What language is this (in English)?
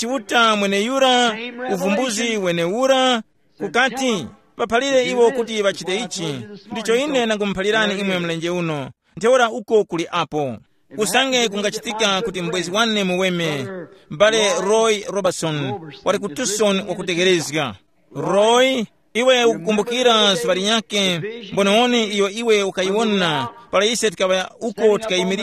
Tumbuka